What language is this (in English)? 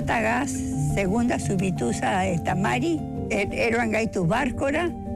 Basque